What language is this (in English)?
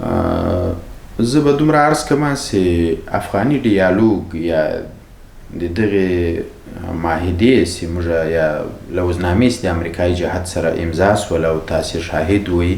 Pashto